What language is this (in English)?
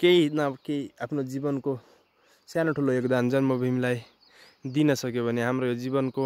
Nepali